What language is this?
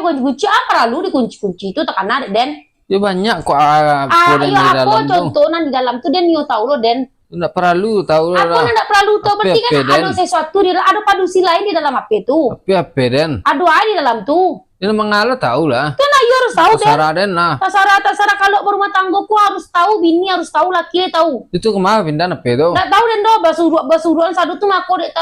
Minangkabau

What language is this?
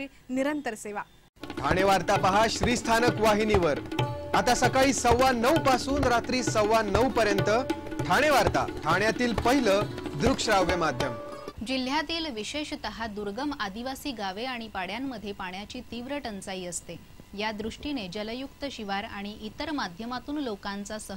Marathi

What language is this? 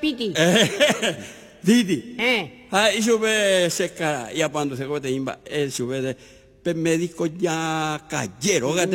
Guarani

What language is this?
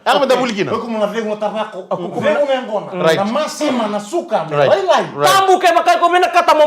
Fijian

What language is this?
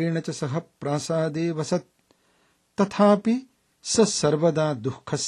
Sanskrit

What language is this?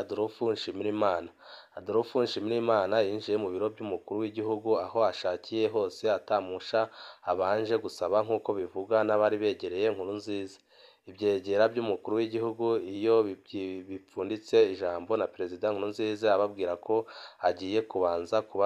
Rundi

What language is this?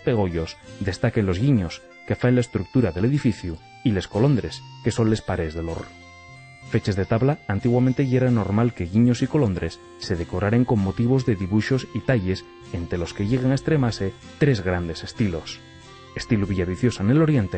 Asturian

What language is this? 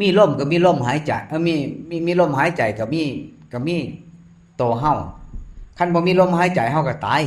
Northeastern Thai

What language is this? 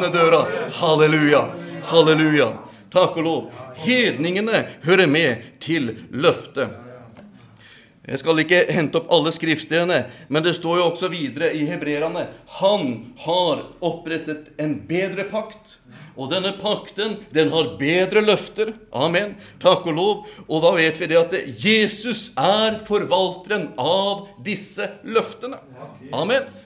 Norwegian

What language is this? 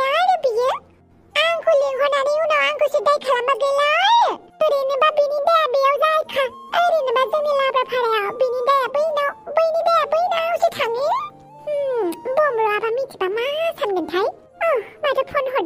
Bodo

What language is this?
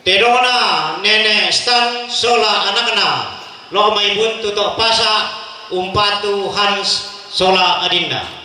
Toraja-Sa'dan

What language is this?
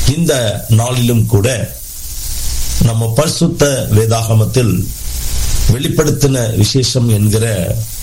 Tamil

